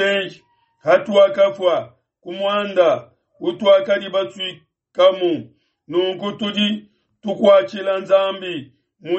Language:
Luba-Lulua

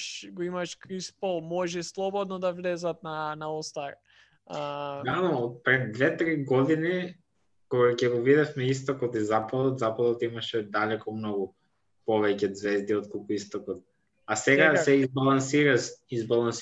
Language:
Macedonian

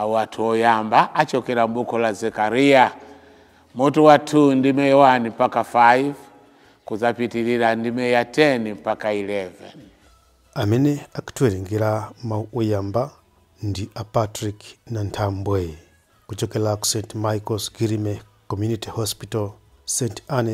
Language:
Nyanja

